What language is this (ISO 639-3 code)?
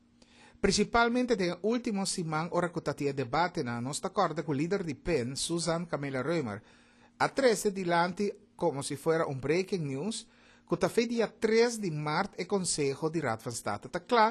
pap